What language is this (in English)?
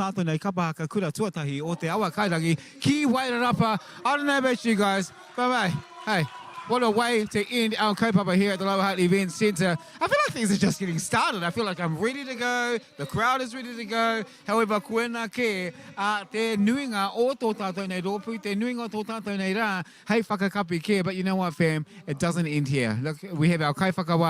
Māori